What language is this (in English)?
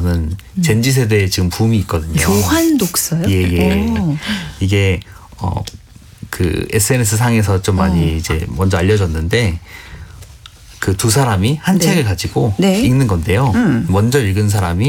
Korean